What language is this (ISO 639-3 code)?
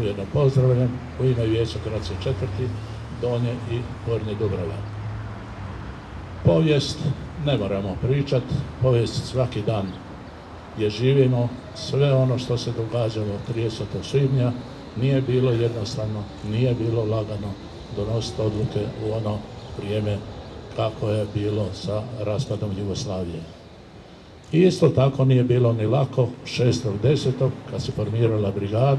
hrv